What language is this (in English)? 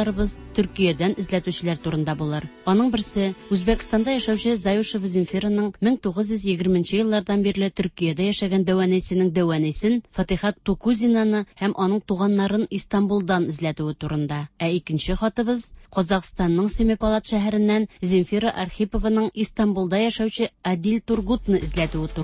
Tatar